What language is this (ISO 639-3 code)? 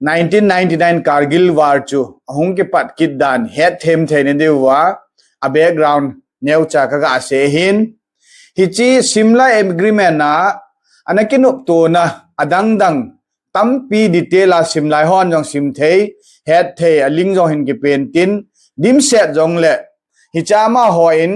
tcz